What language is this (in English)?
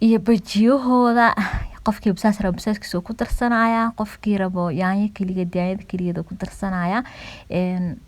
Somali